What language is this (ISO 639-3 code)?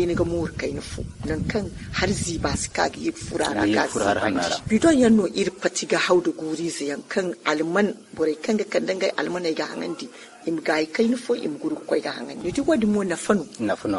dje